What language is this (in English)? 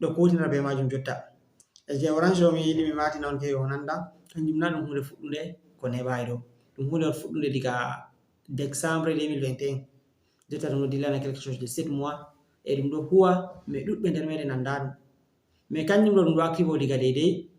Fula